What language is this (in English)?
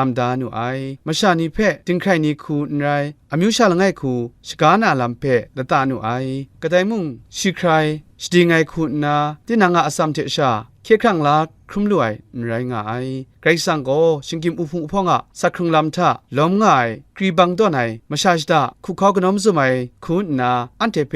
Kachin